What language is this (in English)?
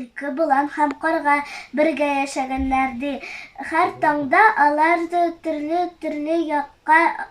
Tatar